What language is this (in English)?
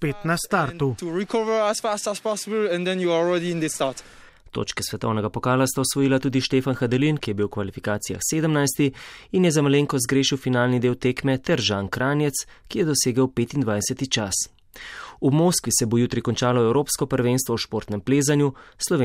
Slovenian